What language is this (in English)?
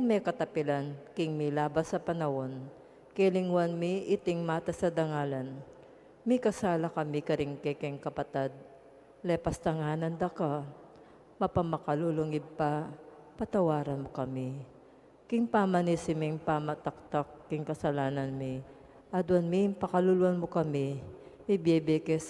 Pampanga